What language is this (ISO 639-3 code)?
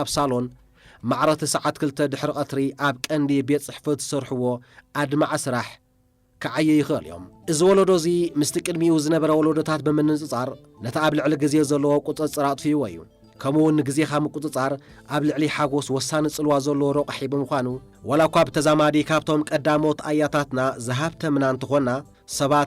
tir